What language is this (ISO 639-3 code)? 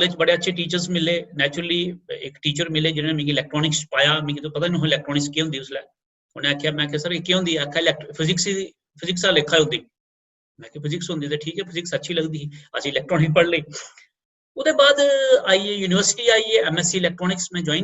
doi